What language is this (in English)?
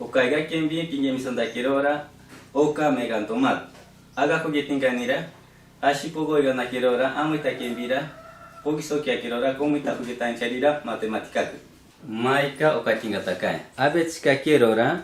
Machiguenga